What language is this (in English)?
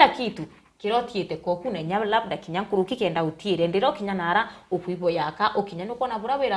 Meru